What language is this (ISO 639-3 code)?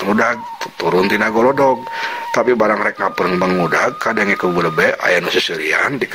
sun